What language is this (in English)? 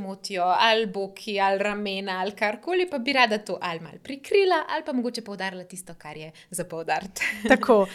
Slovenian